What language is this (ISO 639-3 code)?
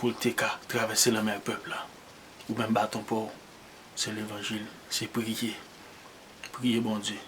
hat